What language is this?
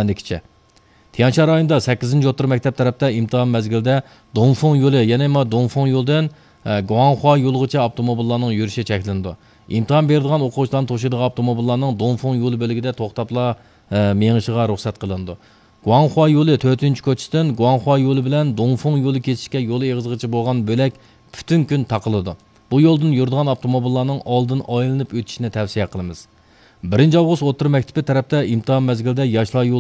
Uyghur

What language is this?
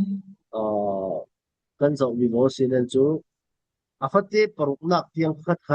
Falam Chin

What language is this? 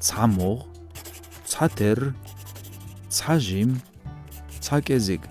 Chechen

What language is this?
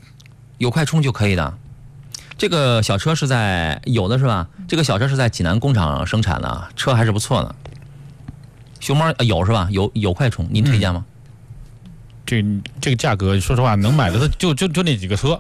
Chinese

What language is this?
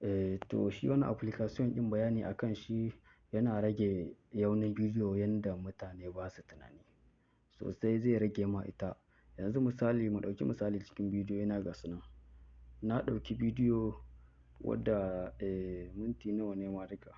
Hausa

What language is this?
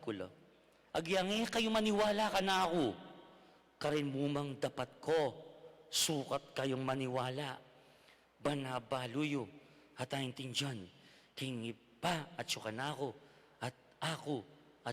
Pampanga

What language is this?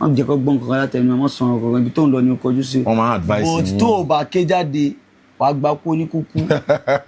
Yoruba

